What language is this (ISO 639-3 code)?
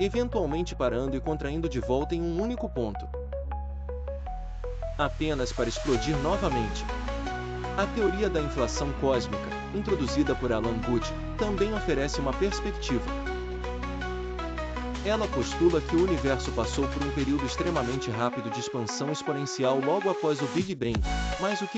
por